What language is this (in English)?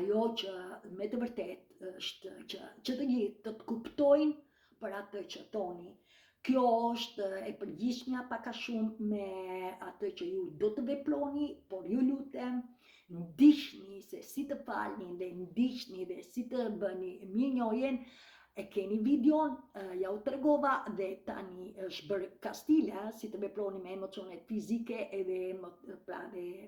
Albanian